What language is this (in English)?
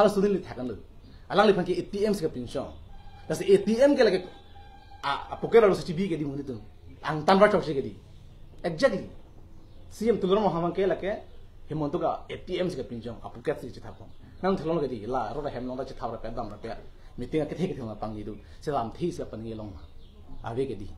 Karbi